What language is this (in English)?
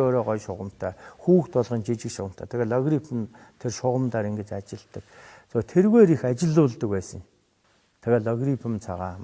Mongolian